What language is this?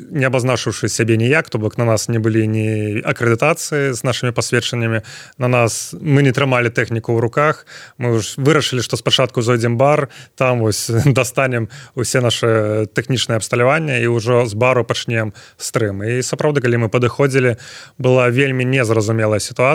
Belarusian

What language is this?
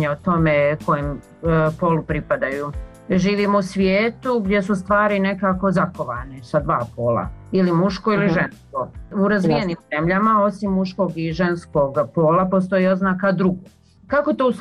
Bosnian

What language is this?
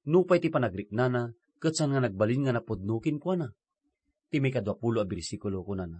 Iloko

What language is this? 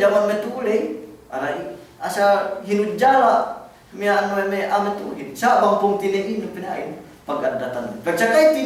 Yakan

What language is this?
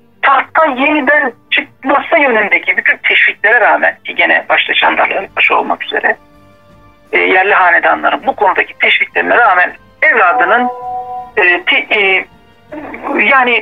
Turkish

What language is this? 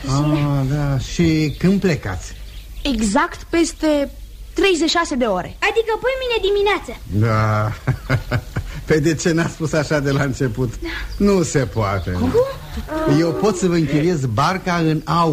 Romanian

